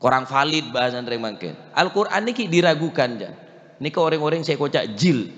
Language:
Madurese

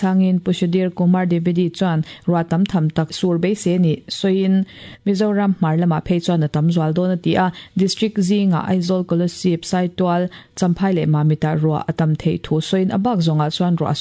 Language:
Mizo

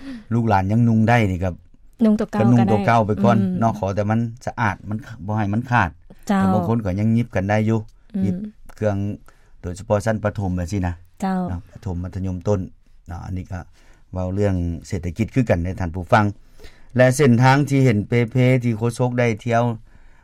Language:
Lao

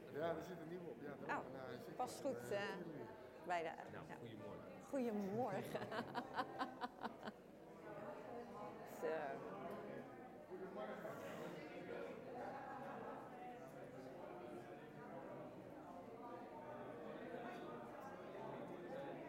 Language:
Dutch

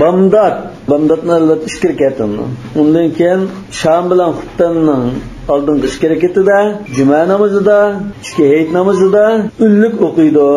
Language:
Uyghur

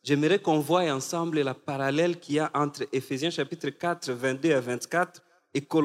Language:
French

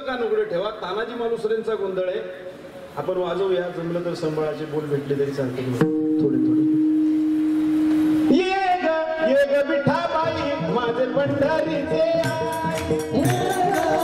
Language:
Marathi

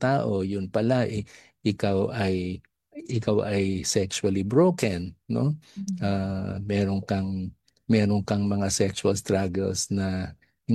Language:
Filipino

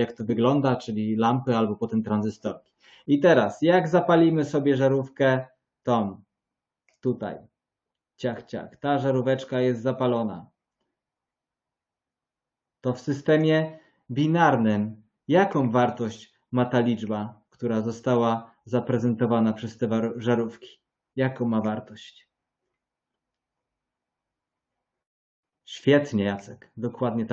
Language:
Polish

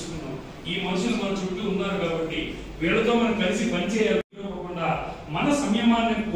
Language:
Telugu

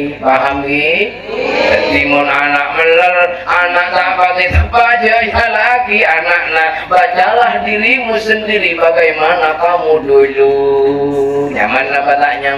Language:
Madurese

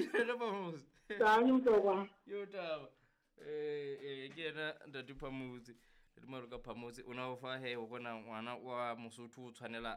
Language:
Southern Sotho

